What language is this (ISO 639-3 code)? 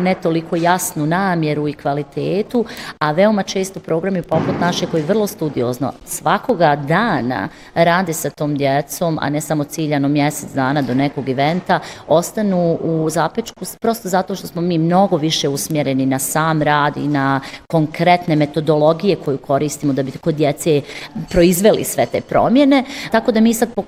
bos